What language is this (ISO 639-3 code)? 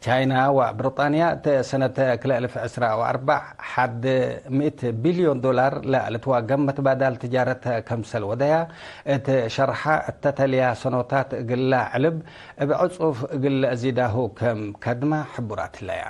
tig